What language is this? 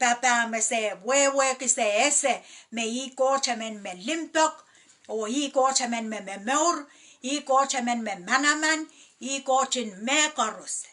Pohnpeian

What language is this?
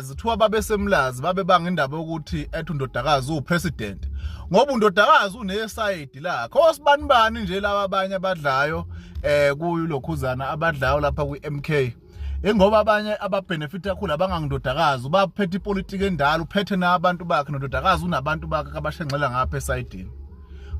Zulu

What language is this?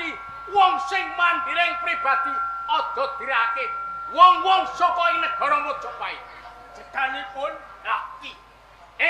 Javanese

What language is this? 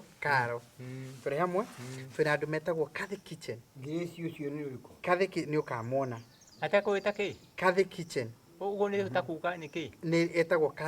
Kikuyu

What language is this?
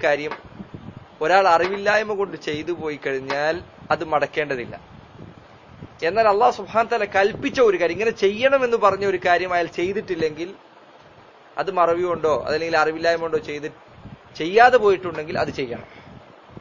Malayalam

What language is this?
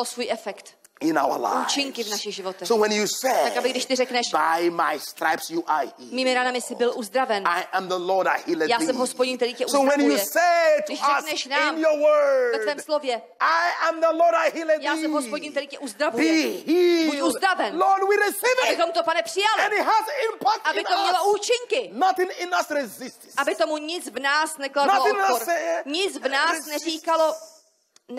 Czech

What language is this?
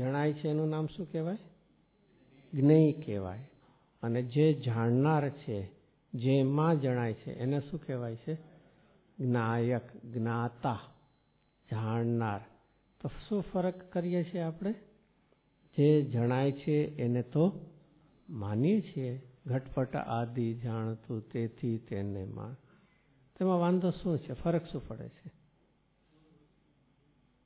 Gujarati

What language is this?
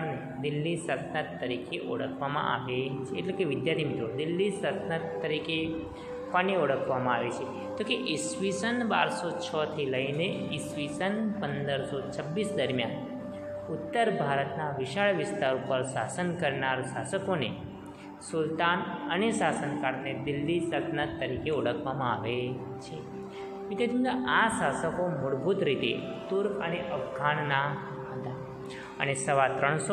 Gujarati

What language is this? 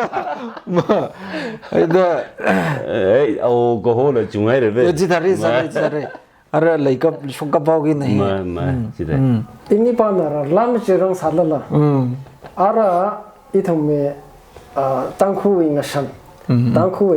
Tangkhul Naga (India)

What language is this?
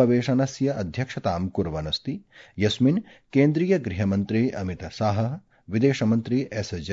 Sanskrit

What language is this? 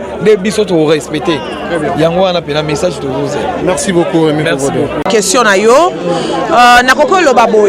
Lingala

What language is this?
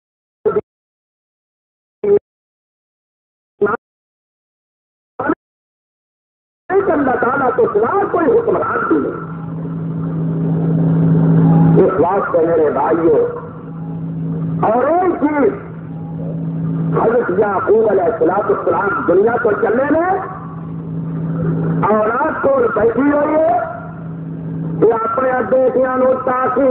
Urdu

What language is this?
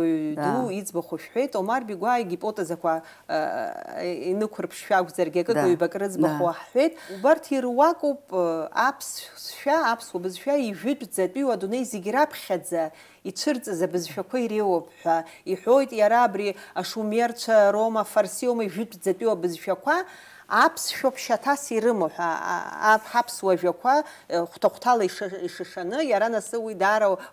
Abkhazian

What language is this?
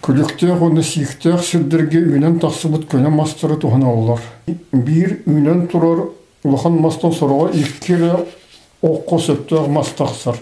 Yakut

